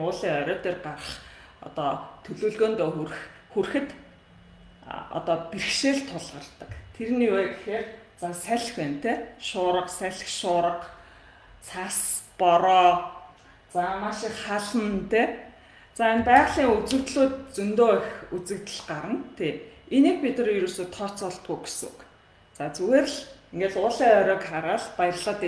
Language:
Mongolian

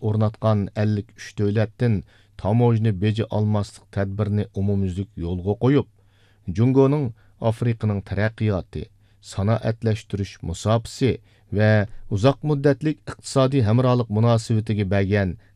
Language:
Uyghur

